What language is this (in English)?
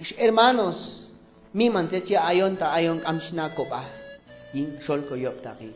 Q'anjob'al